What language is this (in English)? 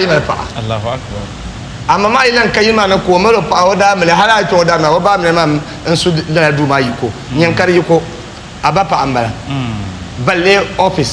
Dagbani